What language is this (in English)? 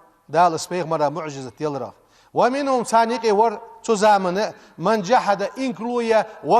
Ingush